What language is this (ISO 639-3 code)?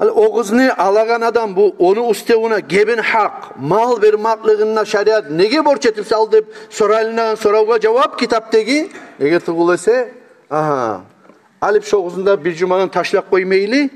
kum